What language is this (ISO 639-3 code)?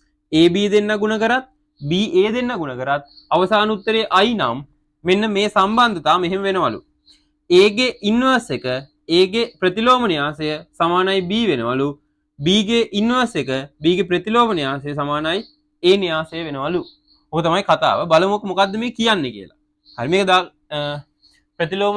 sin